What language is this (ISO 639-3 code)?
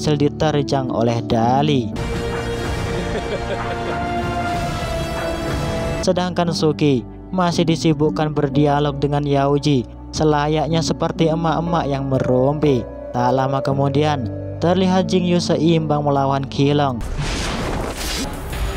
ind